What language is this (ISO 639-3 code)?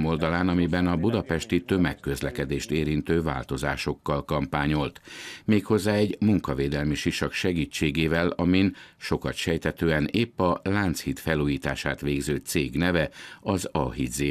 hun